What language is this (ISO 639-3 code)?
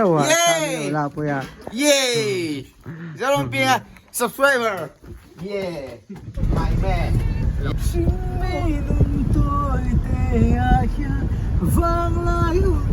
lus